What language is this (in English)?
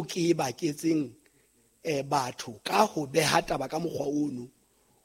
Southern Sotho